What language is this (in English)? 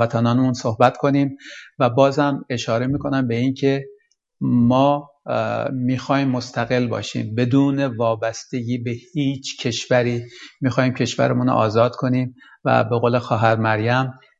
Persian